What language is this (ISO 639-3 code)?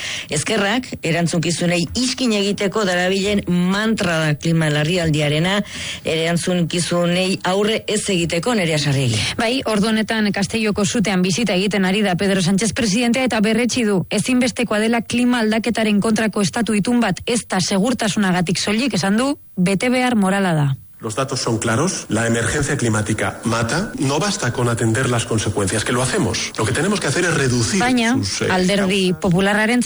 eus